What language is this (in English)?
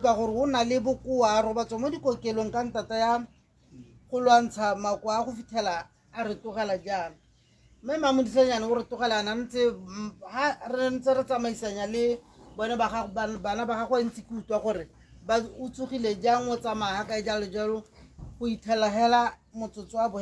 Tswana